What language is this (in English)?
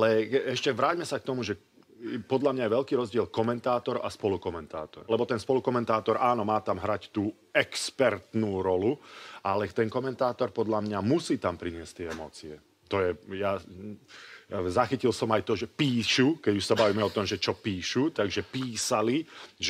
Slovak